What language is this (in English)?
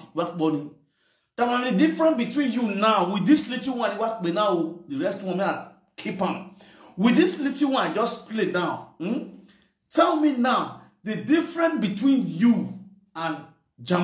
Nigerian Pidgin